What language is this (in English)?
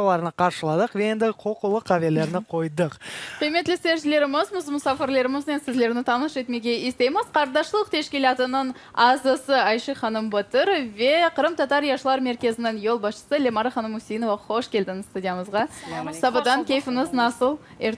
Crimean Tatar